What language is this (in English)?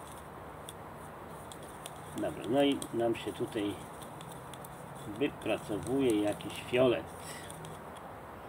Polish